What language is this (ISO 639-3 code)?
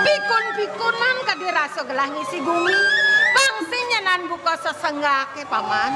ban